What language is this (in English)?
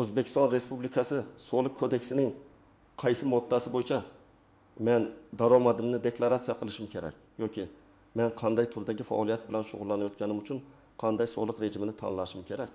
Uzbek